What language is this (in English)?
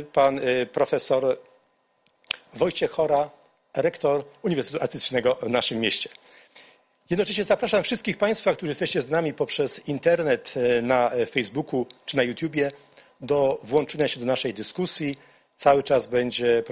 Polish